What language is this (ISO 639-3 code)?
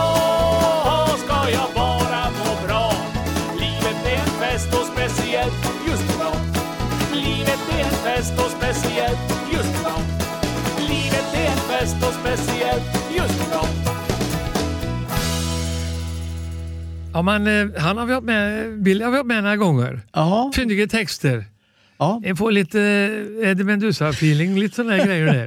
swe